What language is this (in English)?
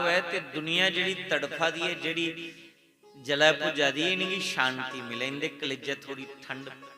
Dogri